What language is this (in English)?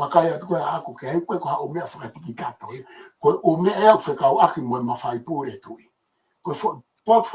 Tongan